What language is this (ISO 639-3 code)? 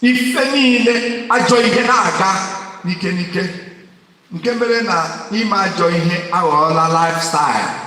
ibo